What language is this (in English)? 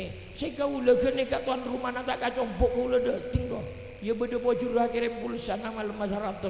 Madurese